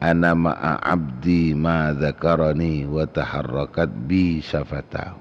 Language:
Madurese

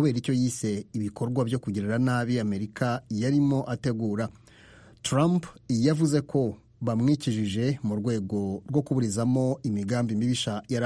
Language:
Kinyarwanda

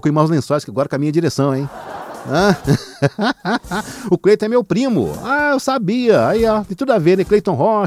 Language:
Portuguese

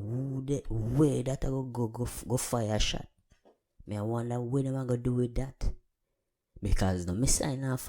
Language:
Jamaican Creole English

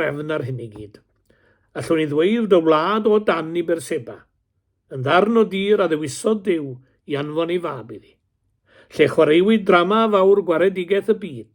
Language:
Welsh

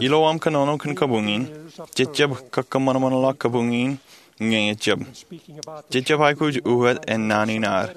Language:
Marshallese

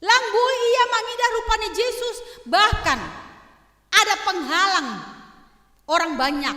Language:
Batak Simalungun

